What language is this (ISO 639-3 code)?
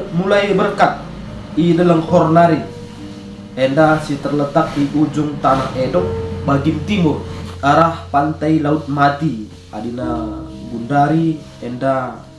btx